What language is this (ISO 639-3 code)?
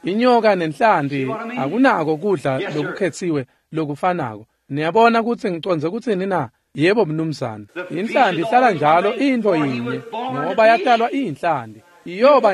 ssw